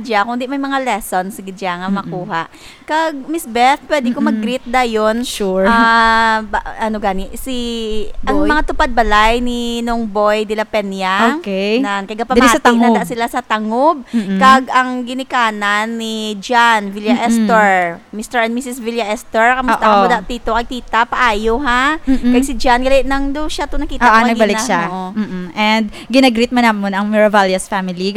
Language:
Hiligaynon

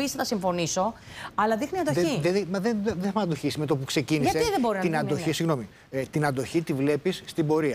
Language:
Greek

